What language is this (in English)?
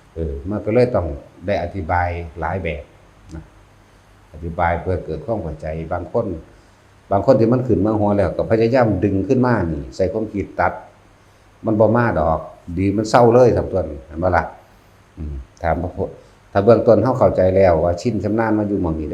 Northeastern Thai